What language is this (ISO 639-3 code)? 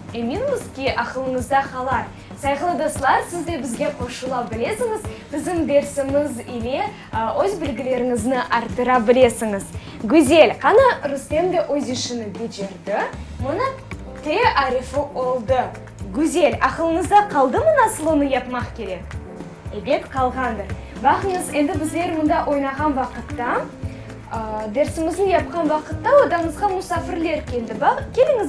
crh